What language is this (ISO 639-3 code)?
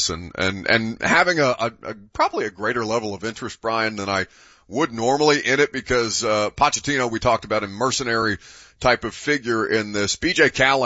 eng